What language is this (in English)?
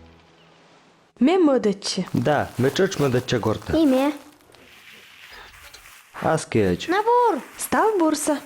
Komi